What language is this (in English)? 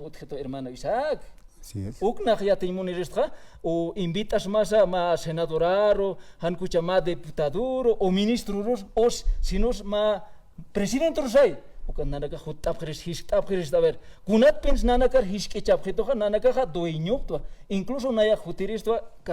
Aymara